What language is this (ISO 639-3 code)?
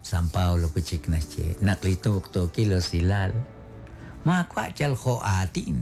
kek